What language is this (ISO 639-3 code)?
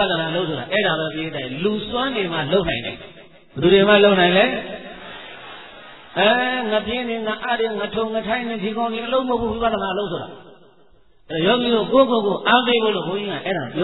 mya